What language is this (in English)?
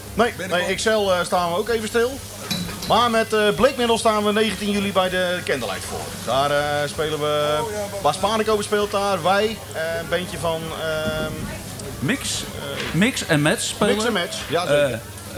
Dutch